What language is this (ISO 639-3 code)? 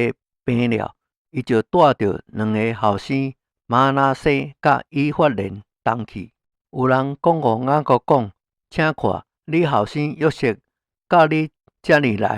nan